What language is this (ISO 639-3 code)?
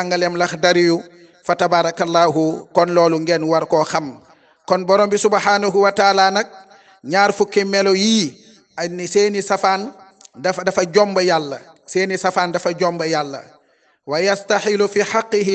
wol